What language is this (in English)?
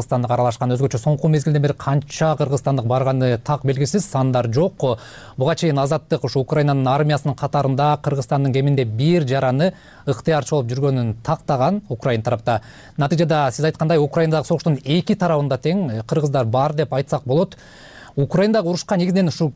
Kyrgyz